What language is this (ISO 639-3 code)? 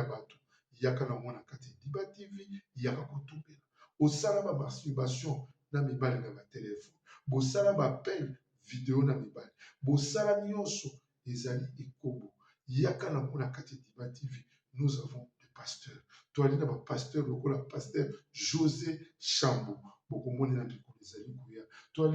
lin